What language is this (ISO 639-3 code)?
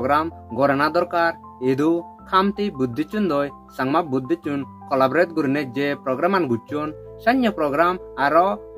ccp